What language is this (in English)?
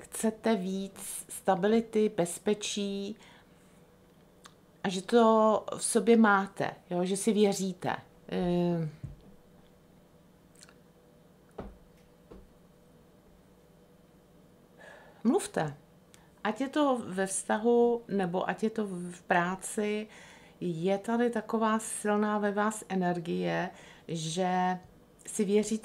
Czech